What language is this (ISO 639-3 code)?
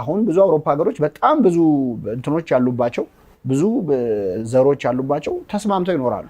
amh